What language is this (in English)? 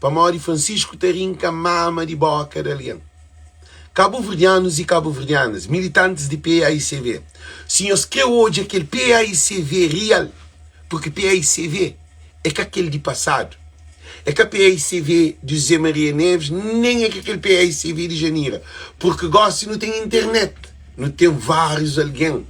Kabuverdianu